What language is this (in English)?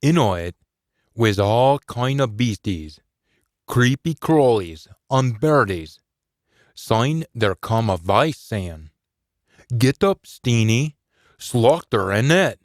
Scots